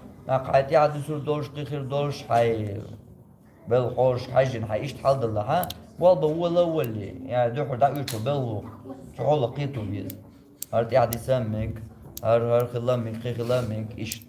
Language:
Chechen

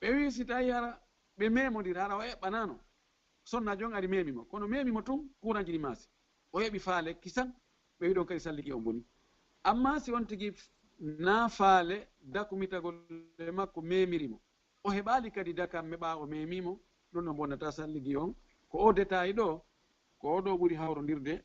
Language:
Fula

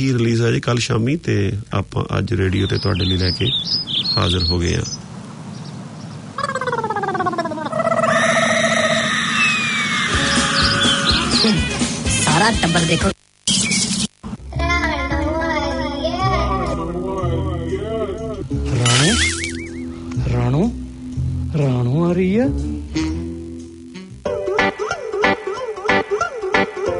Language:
Punjabi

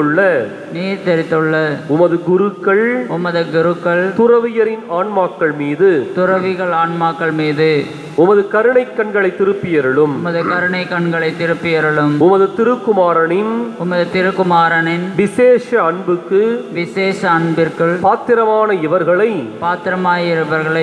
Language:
Tamil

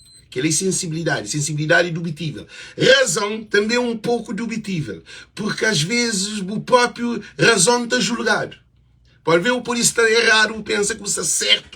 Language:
Kabuverdianu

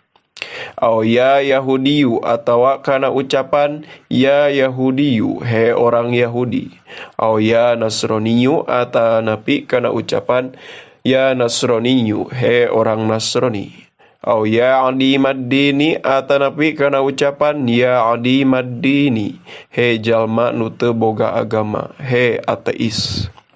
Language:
Sundanese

